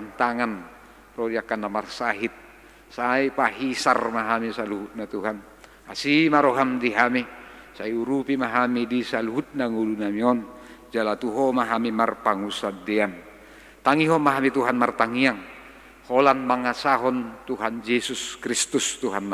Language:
Batak Toba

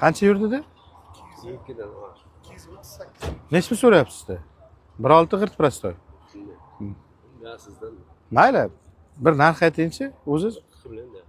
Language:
Uzbek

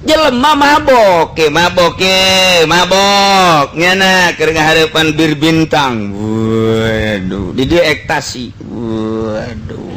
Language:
Sundanese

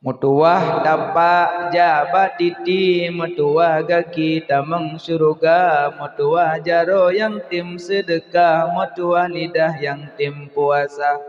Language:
Achinese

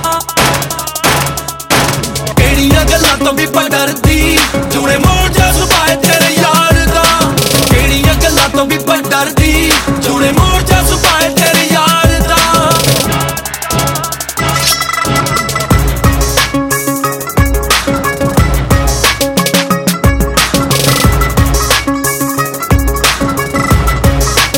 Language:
Punjabi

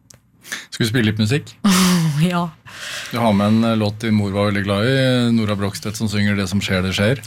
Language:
Norwegian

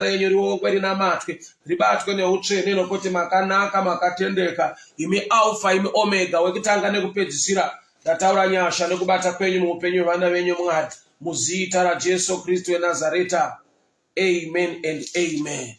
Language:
Shona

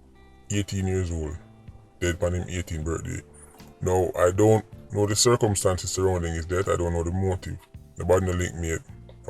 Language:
Jamaican Creole English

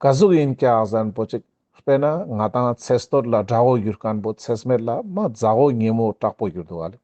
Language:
Ladakhi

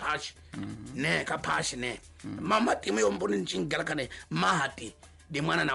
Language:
Tsonga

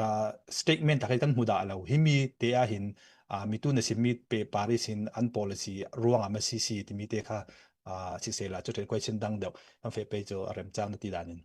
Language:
Falam Chin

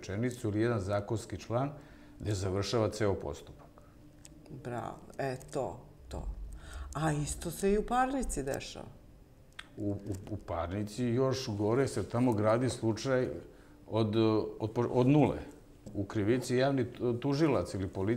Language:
Croatian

